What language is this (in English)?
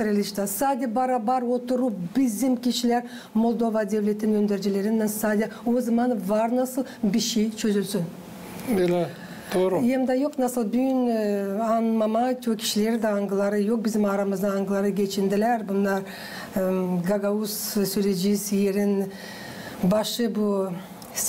Gagauz